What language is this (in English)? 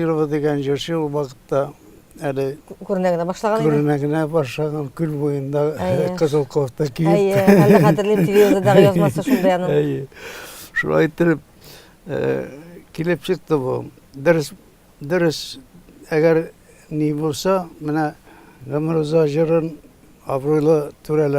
Tatar